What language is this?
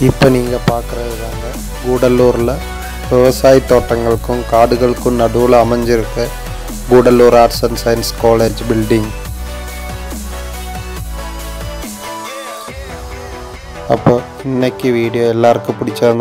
Tamil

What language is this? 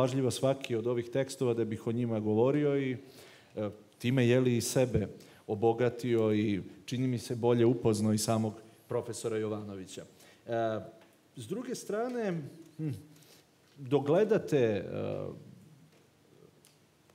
Serbian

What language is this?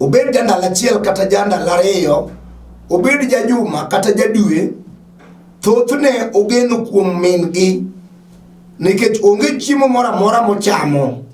Luo (Kenya and Tanzania)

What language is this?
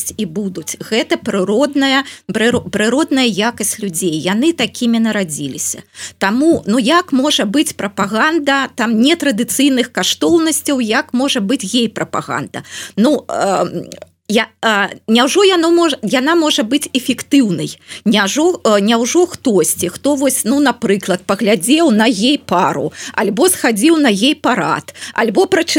Belarusian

